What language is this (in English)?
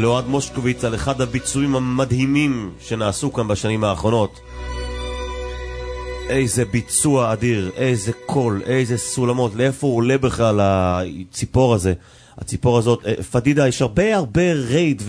Hebrew